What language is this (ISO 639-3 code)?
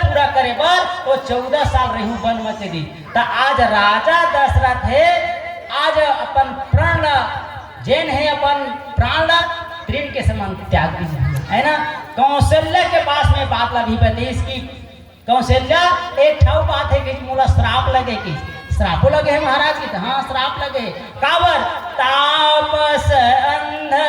hne